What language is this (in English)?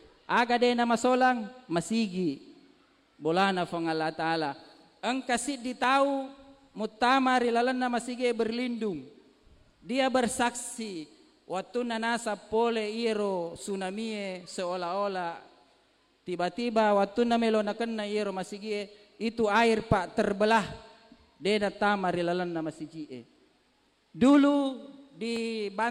Buginese